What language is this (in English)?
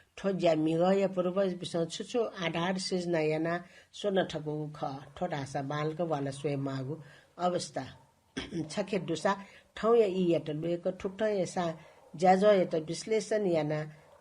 Newari